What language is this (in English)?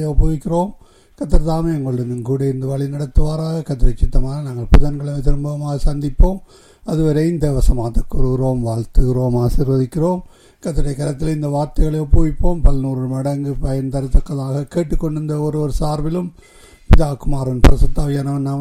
Tamil